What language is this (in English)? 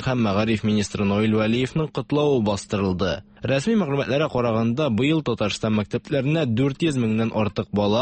Tatar